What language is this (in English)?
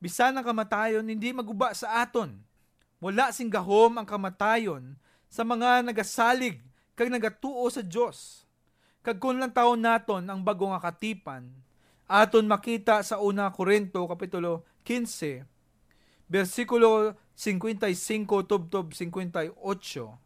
Hiligaynon